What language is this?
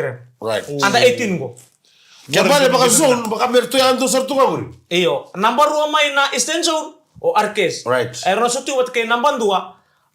Fijian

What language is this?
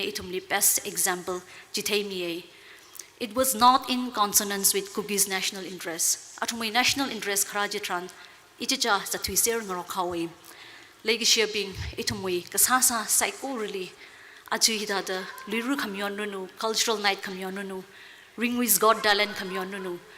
Tangkhul Naga (India)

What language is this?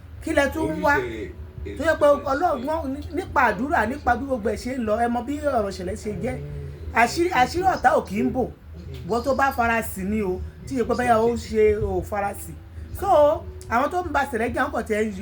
Yoruba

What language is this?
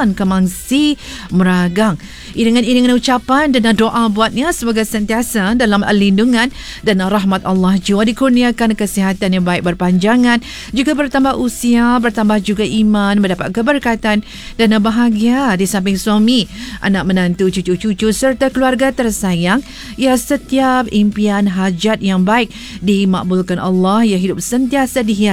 Malay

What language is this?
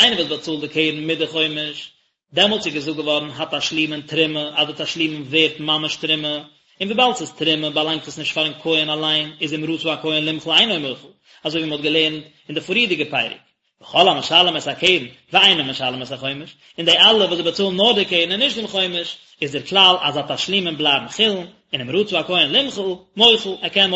Yiddish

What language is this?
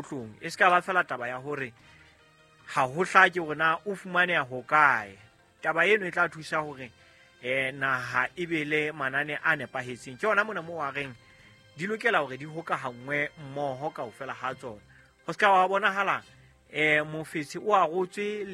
Southern Sotho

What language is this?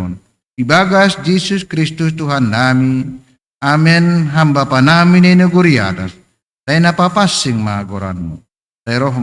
Batak Simalungun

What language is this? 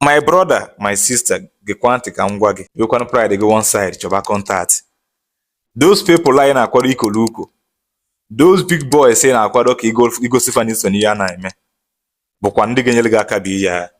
Igbo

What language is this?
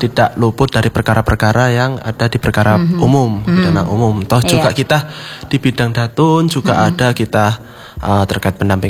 Indonesian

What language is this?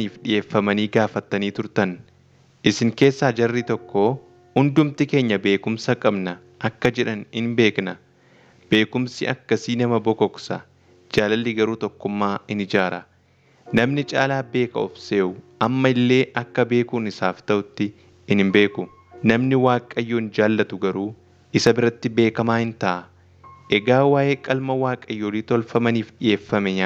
Oromo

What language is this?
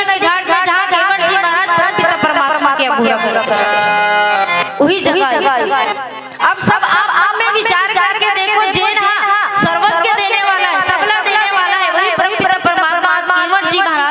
Chhattisgarhi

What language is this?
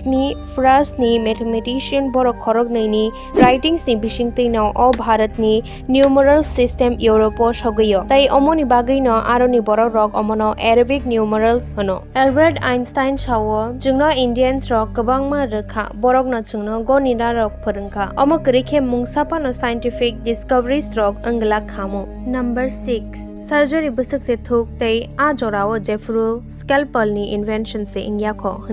Kok Borok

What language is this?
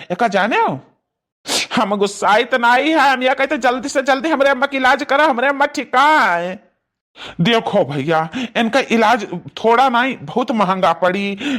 Awadhi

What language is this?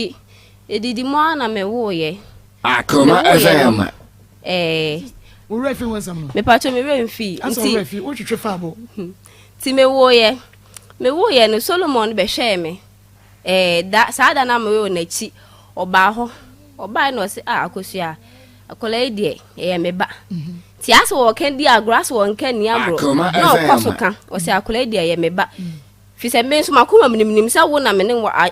Akan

